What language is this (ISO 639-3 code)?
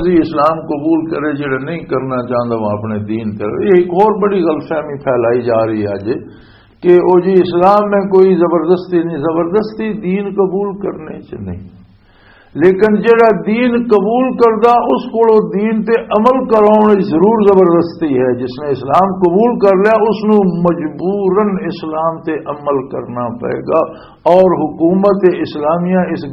lah